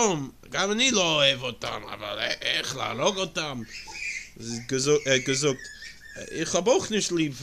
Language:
Yiddish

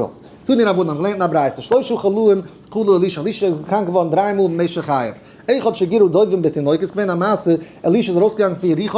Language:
Yiddish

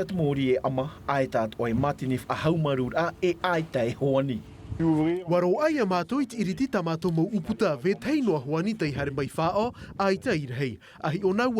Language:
Tahitian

